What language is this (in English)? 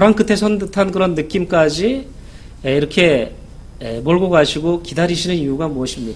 Korean